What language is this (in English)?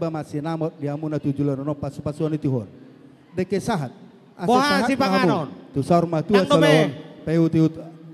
Batak Toba